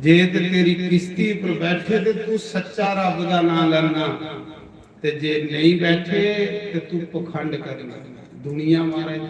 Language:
Dogri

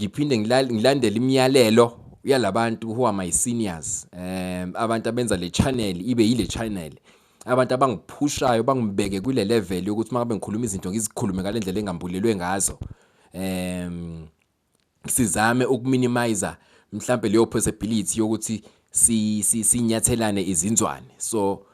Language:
Zulu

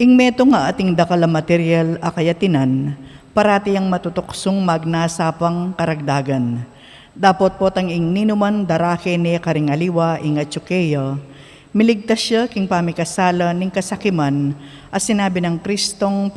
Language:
Pampanga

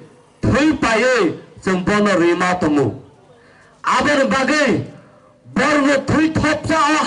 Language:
Kok Borok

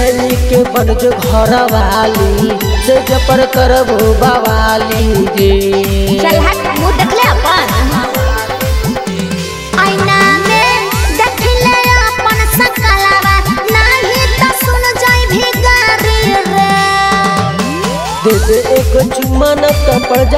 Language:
Bhojpuri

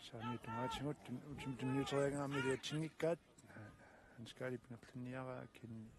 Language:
Kalaallisut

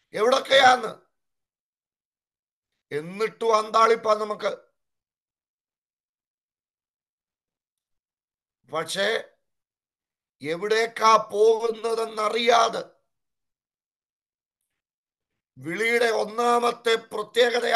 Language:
Malayalam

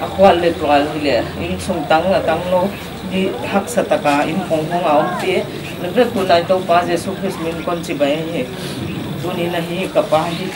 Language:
Paite Chin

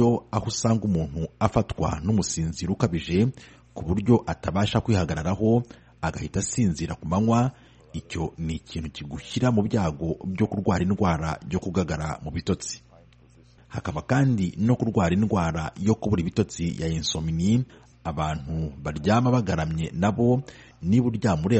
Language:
Kinyarwanda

